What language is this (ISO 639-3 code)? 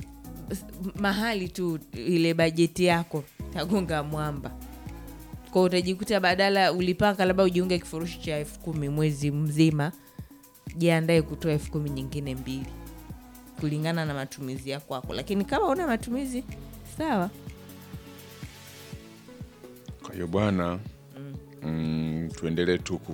swa